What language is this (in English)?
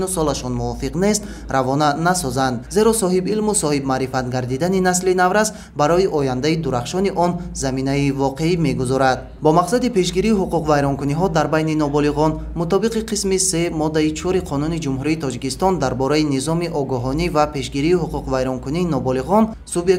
Tajik